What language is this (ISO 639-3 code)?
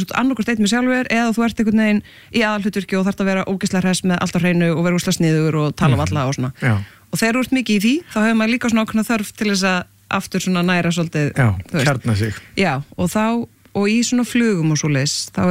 isl